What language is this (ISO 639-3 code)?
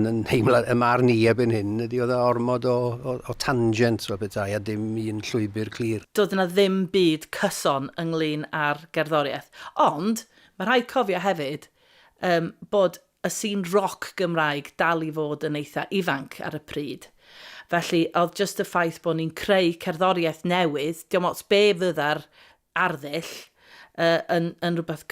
cym